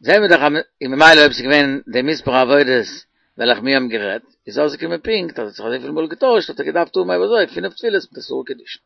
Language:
Yiddish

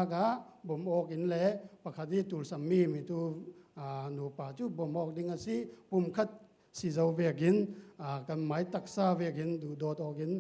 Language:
Falam Chin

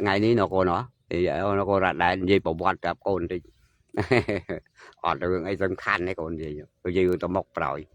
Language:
Khmer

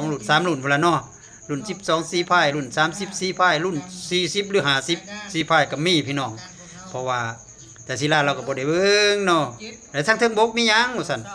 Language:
Lao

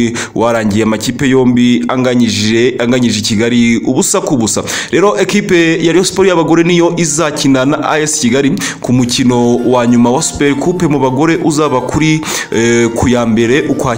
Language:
Kinyarwanda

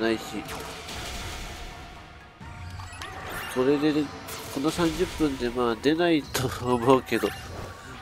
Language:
Japanese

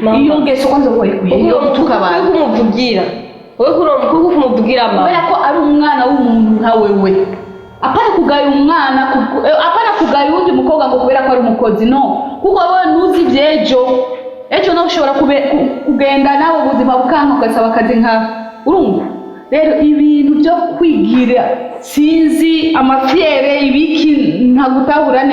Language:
Rundi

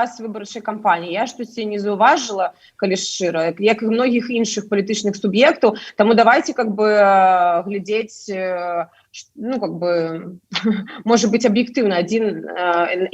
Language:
Belarusian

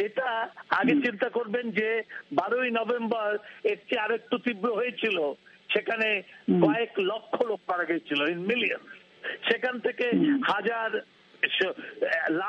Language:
Bangla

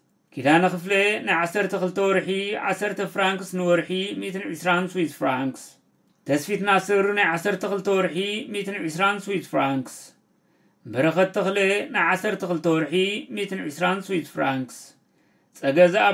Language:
Tigrinya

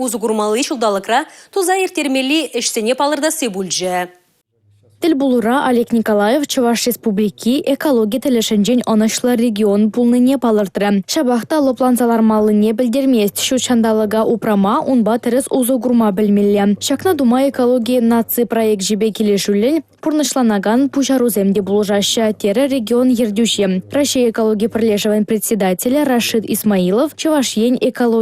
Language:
Chuvash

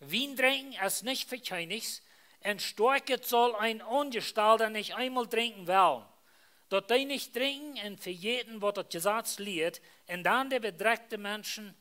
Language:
Plautdietsch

